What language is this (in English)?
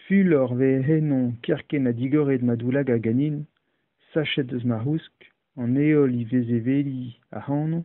Breton